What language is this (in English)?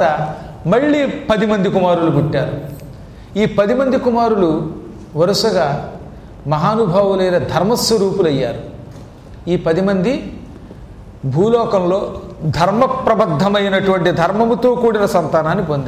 Telugu